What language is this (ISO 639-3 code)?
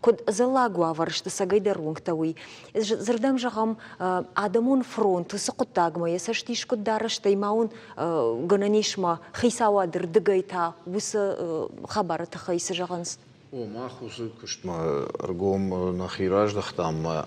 oss